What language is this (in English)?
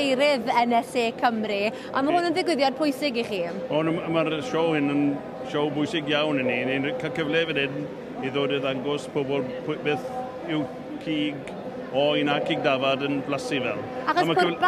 Welsh